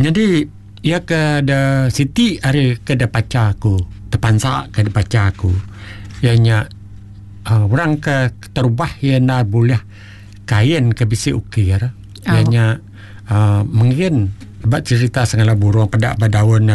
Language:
Iban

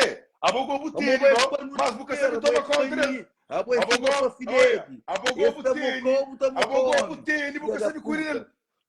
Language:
Kabuverdianu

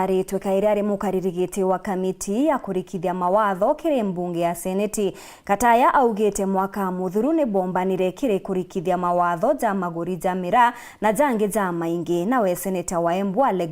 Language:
Meru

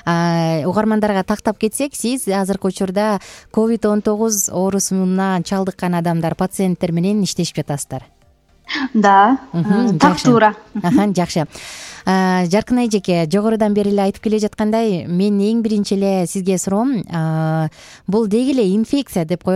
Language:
Kyrgyz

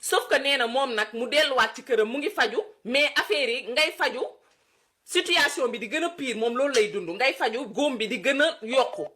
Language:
Wolof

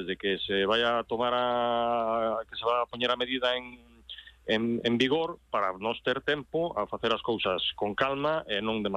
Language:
Galician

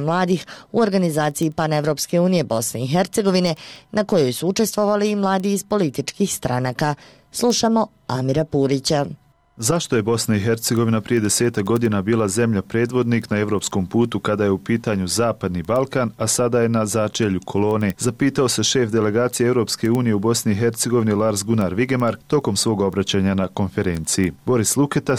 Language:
Bosnian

